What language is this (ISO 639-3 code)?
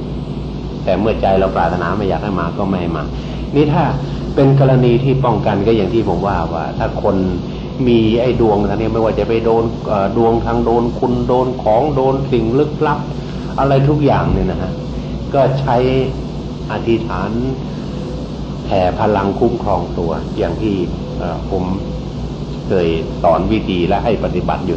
tha